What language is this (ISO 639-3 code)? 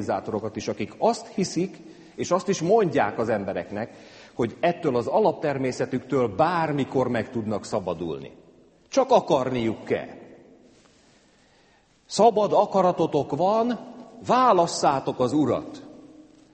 hun